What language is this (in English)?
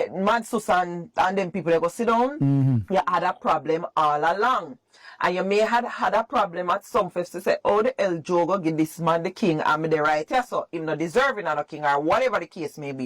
Jamaican Creole English